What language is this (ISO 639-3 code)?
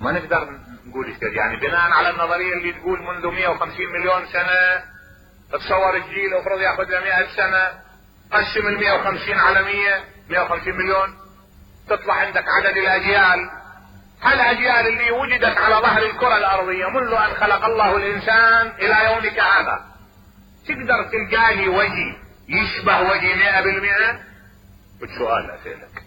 acm